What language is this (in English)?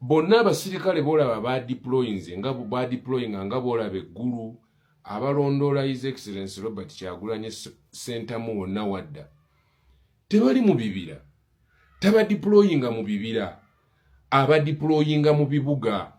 Ganda